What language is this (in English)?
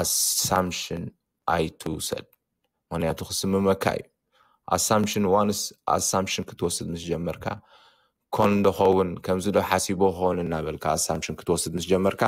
Tigrinya